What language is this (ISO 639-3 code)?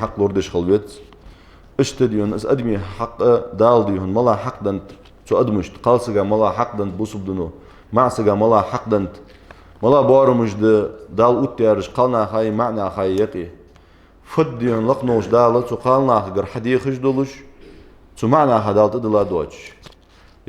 inh